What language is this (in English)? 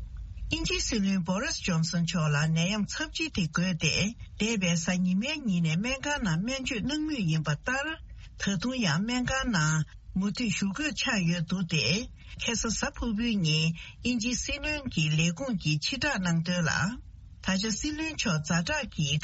Tibetan